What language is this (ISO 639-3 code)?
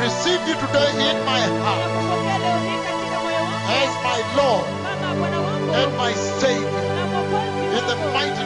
swa